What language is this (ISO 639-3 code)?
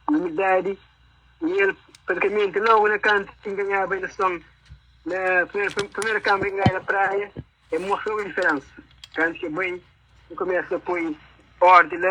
kea